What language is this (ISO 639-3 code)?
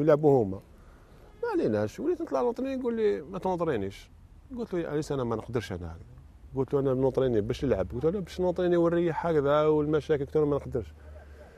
arq